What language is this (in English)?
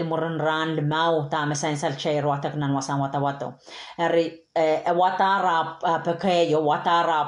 Pohnpeian